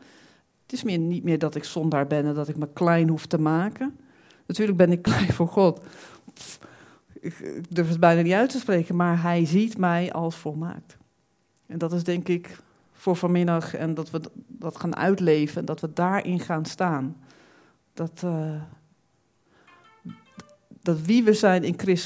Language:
Dutch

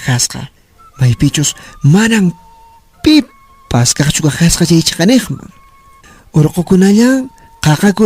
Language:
Quechua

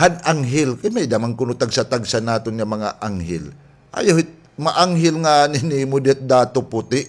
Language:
Waray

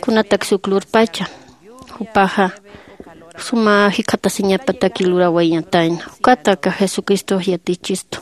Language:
Aymara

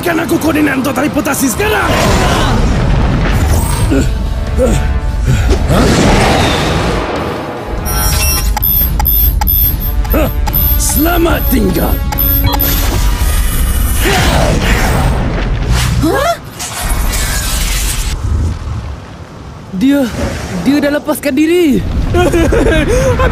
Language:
Malay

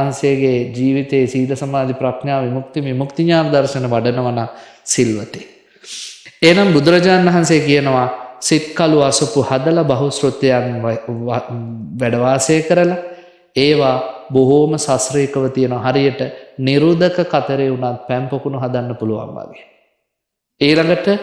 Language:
Sinhala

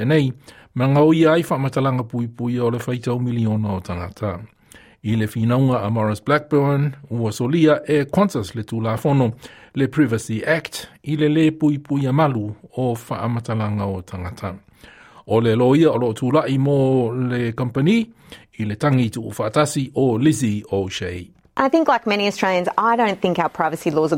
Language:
Samoan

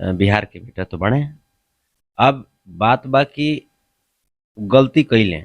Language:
Bhojpuri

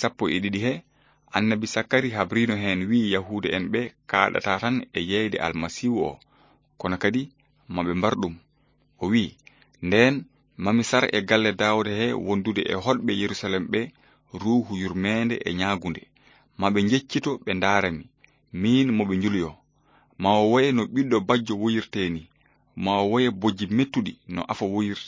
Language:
Fula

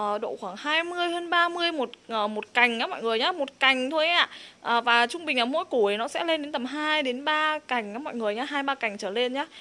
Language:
Vietnamese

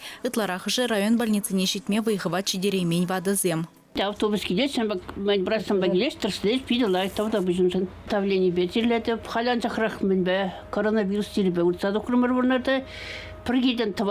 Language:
Chuvash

